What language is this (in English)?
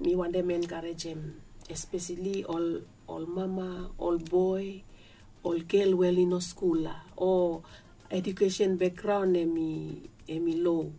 Bislama